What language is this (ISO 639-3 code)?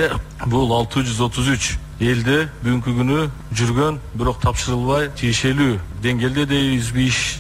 kir